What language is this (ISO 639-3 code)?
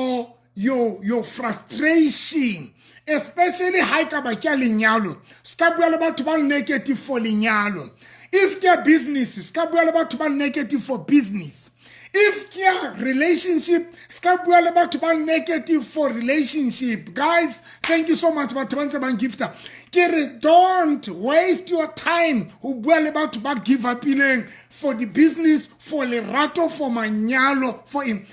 sot